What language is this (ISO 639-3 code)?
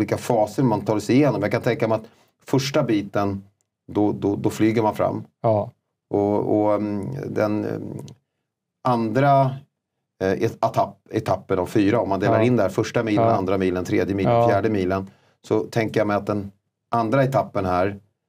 swe